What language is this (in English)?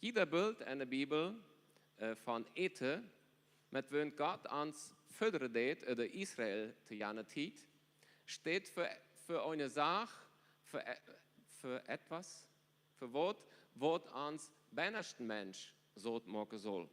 Plautdietsch